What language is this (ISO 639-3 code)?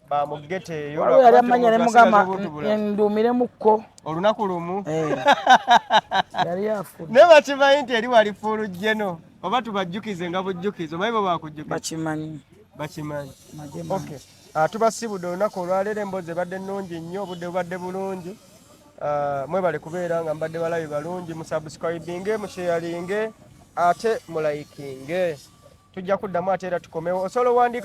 lug